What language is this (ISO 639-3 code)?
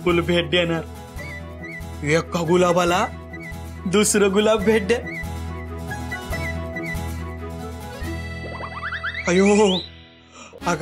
mar